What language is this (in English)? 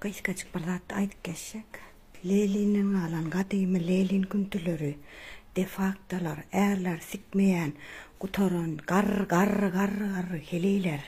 Turkmen